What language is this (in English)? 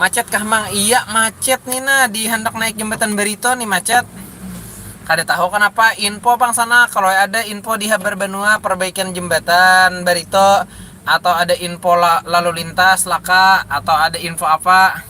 Banjar